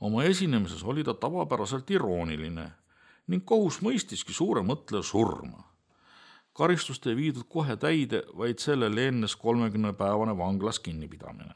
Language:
Estonian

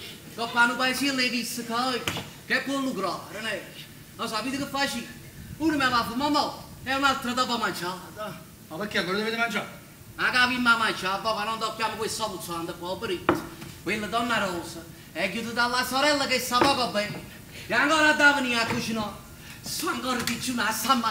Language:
Neapolitan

